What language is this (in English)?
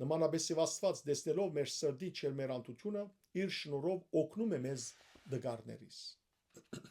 Western Armenian